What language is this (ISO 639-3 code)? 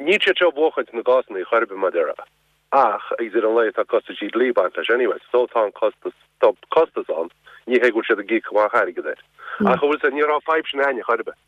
gle